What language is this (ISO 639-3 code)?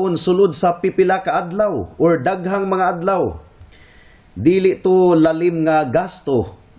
ceb